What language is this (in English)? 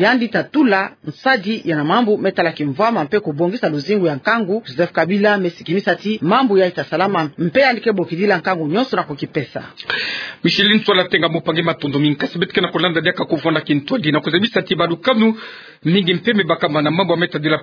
Kituba (Democratic Republic of Congo)